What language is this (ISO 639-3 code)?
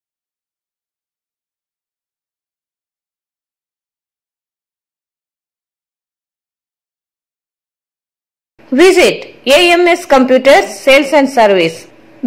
kan